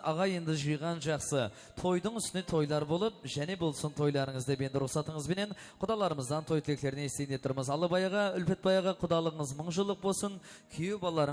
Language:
Kara-Kalpak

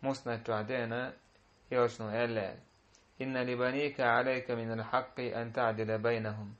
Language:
Chechen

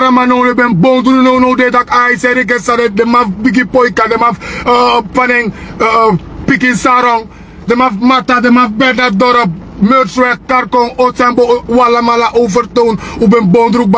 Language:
Sranan Tongo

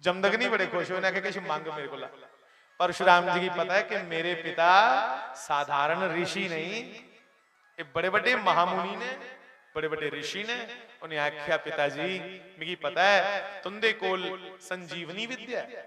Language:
Dogri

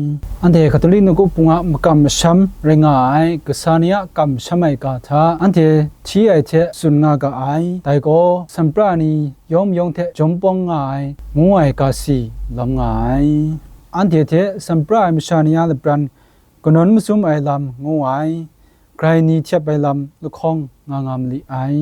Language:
Kachin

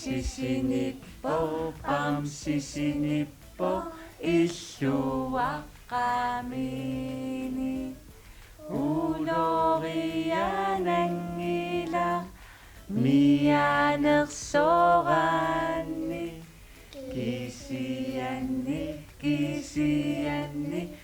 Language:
Kalaallisut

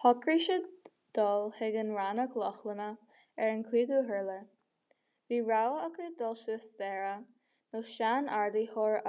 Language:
Irish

